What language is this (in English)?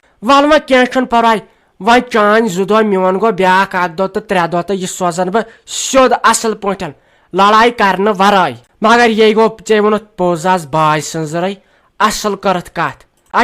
Kashmiri